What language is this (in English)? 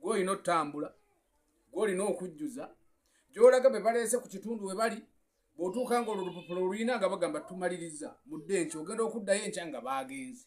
Ganda